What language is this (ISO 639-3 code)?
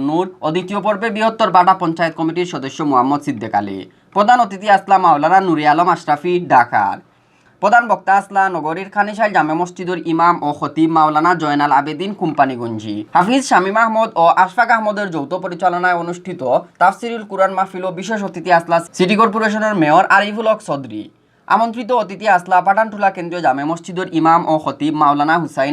syl